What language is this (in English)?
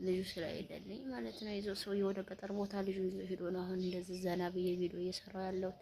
Amharic